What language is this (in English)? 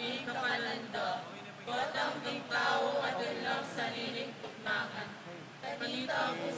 Pampanga